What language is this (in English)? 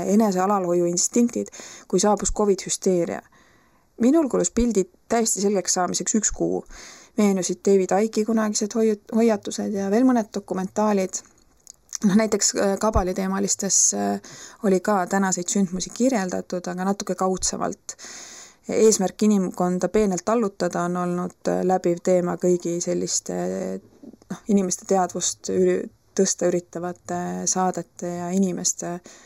Estonian